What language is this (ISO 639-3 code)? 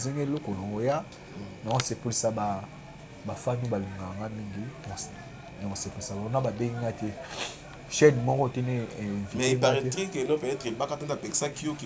lin